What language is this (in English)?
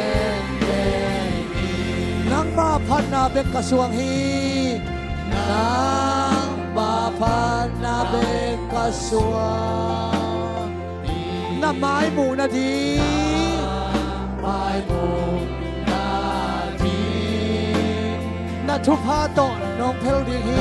Tedim Chin